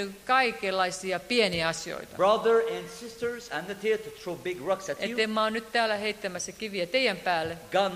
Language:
Finnish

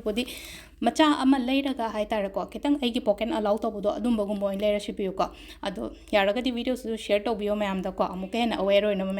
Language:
Manipuri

